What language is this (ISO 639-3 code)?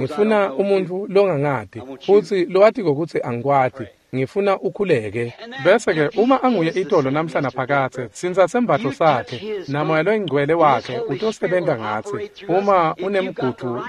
ssw